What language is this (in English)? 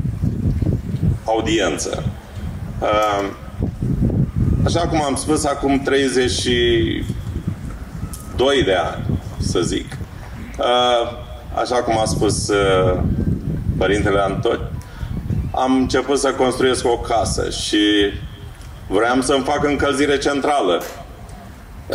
Romanian